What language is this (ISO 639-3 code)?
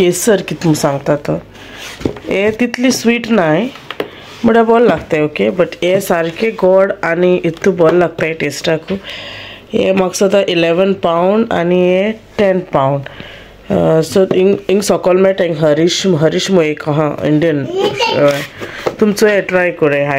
kok